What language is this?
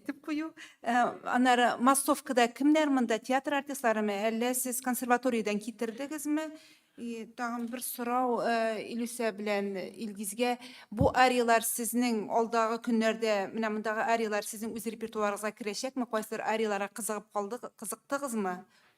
Tatar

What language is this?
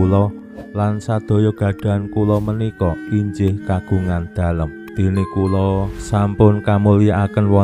Javanese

